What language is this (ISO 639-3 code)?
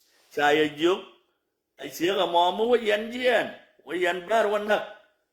nus